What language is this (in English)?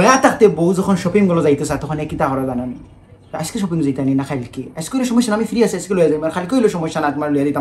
Sylheti